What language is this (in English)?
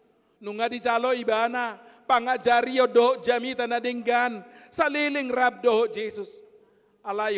Batak Toba